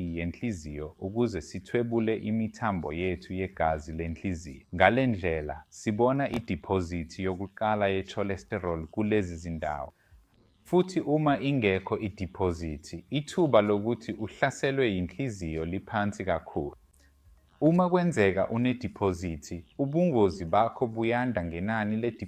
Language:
Zulu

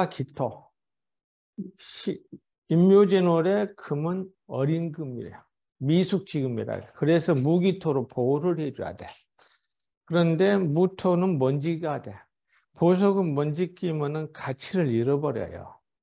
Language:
Korean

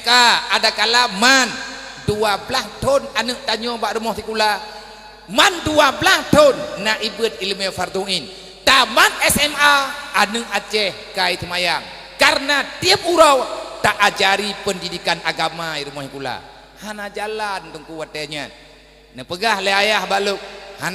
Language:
Achinese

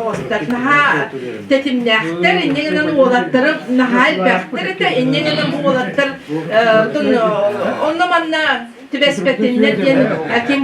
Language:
Yakut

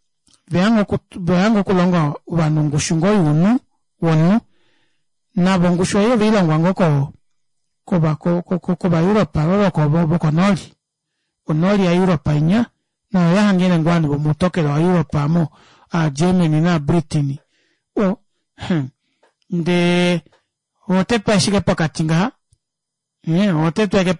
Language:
Kuanyama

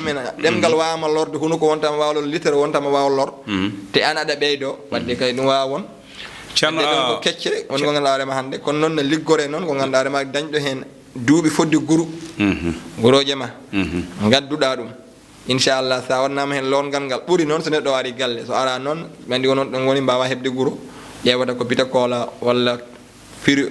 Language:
Fula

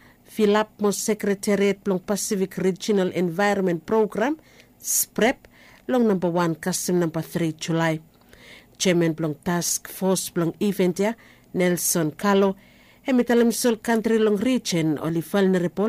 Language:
Bislama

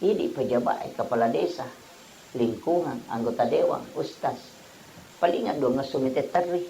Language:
Buginese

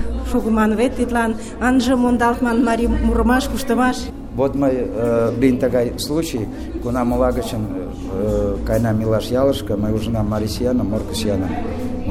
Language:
Mari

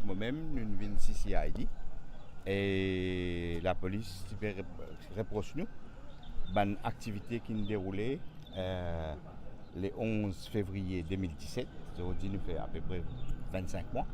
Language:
Morisyen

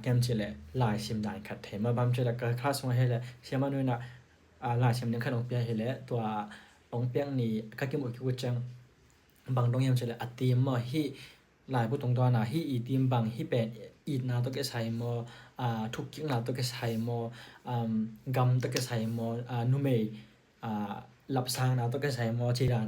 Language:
Tedim Chin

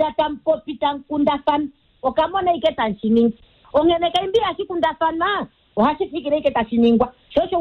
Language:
Kuanyama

